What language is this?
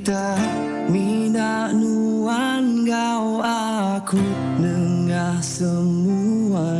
Iban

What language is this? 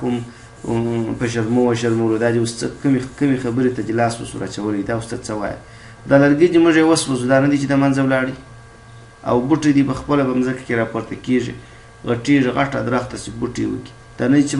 Pashto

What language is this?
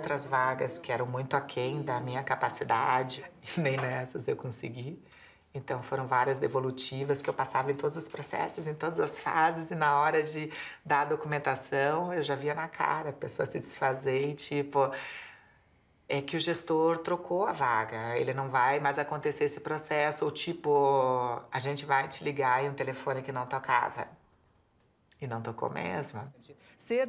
Portuguese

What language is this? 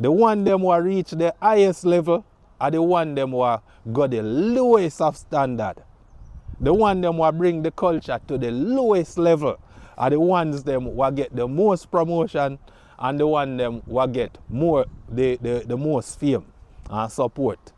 Jamaican Creole English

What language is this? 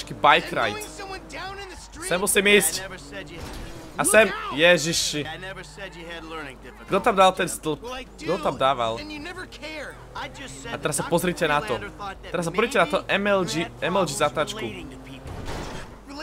Slovak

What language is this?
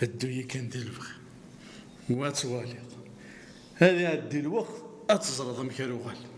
Kabyle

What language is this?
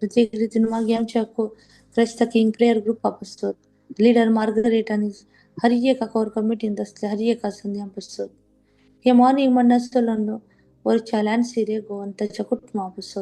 Konkani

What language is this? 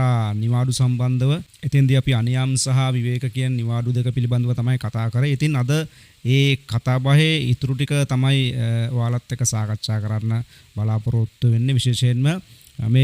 Sinhala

